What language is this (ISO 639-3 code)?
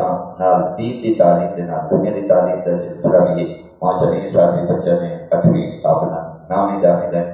skr